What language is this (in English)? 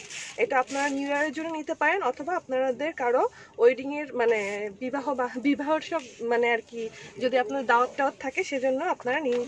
Bangla